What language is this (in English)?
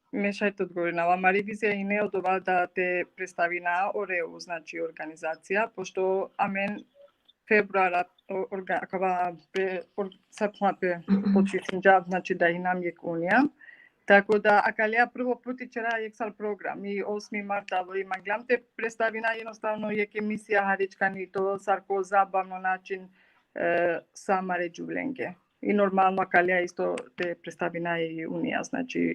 Balkan Romani